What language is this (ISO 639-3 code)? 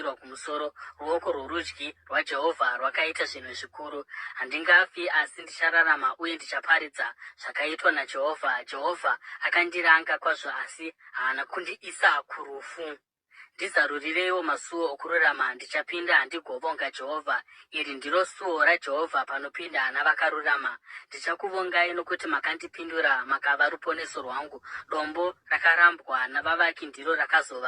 sna